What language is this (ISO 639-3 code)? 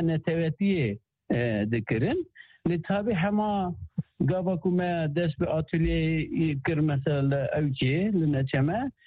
kur